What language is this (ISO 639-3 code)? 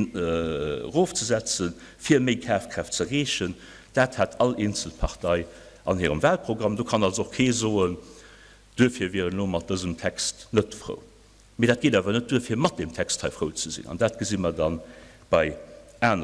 ltz